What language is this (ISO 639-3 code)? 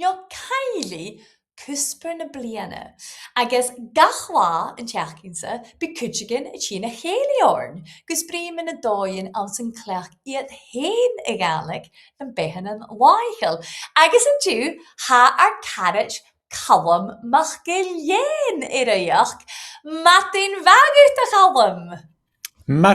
gla